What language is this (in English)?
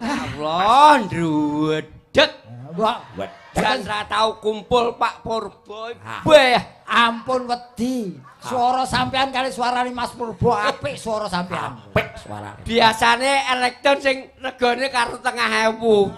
Javanese